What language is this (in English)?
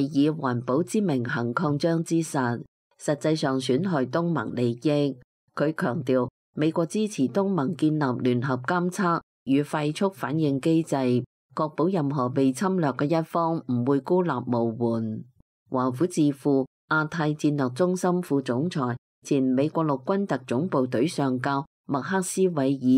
Cantonese